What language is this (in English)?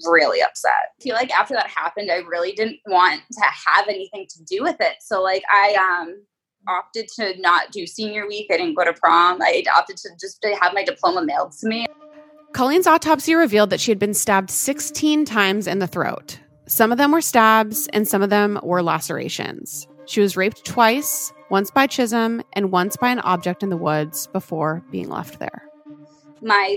English